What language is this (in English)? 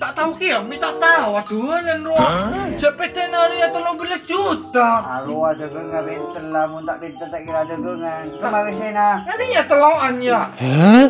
Madurese